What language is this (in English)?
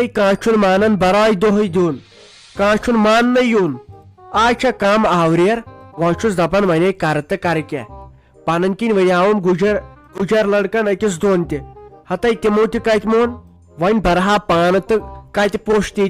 Kashmiri